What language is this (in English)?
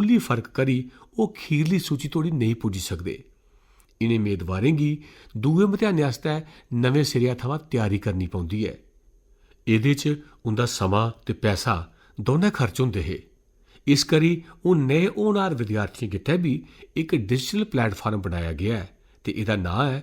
Dogri